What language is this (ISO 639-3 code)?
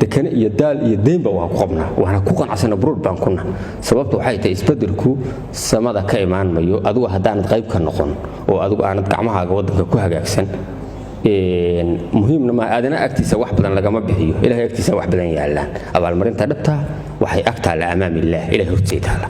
som